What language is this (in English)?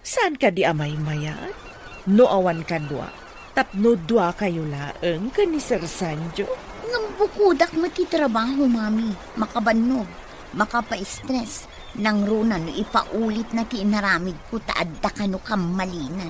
Iloko